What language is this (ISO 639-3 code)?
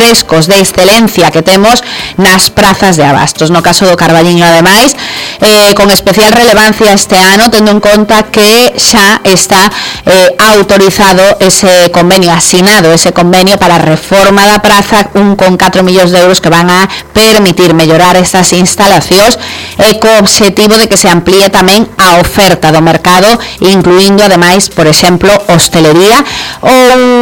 glg